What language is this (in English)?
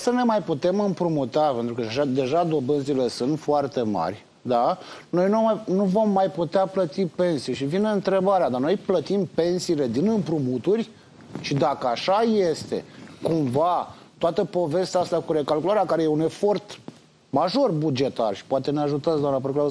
Romanian